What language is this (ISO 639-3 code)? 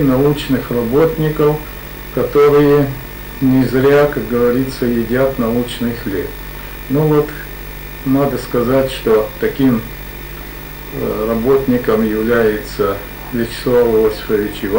rus